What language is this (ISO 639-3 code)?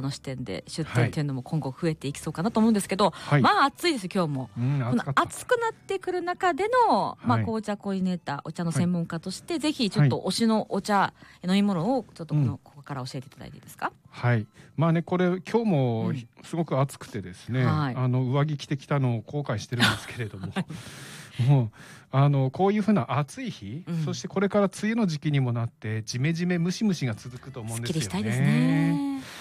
jpn